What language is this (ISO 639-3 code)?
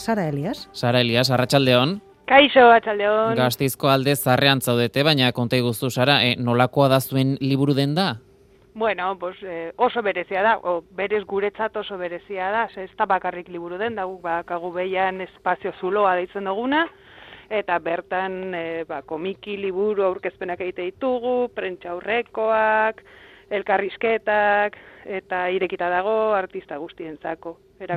eus